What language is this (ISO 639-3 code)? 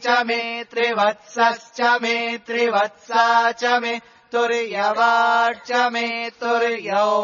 san